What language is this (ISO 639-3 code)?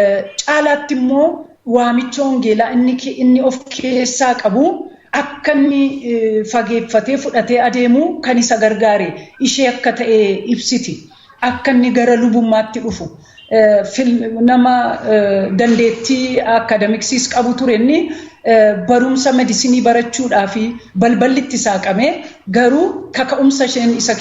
orm